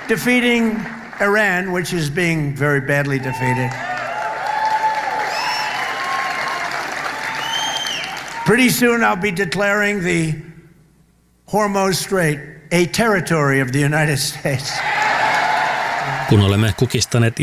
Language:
Finnish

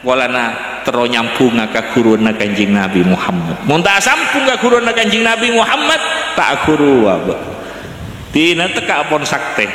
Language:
Madurese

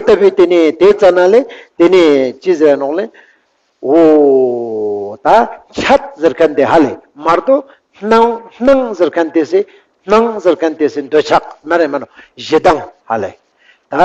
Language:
Ladakhi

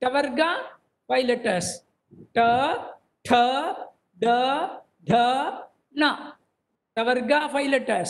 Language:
Sanskrit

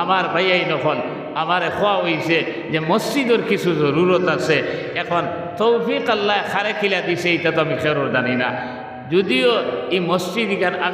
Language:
Sylheti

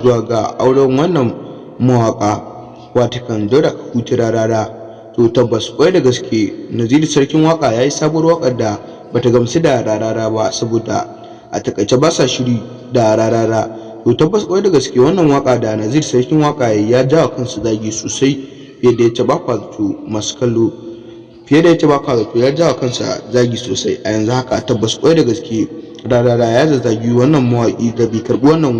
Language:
Hausa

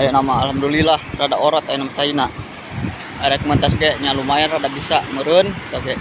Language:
Sundanese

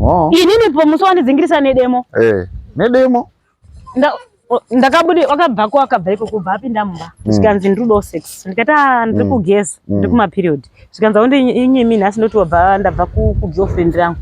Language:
Shona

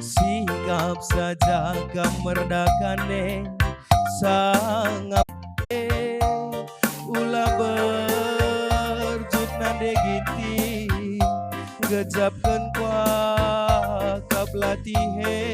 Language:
Batak Karo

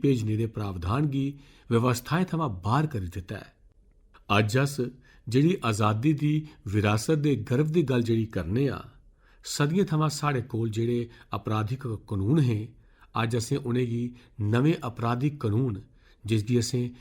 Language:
Dogri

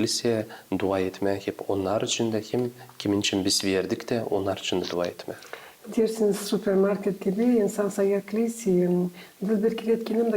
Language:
Gagauz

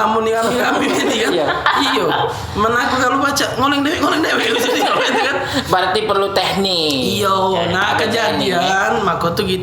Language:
Musi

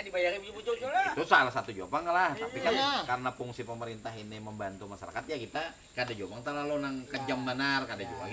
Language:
Banjar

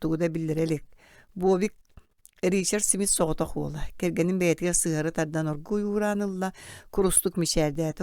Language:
Yakut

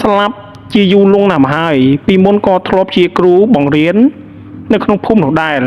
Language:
Khmer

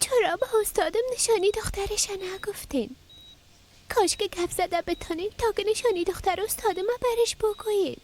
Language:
Persian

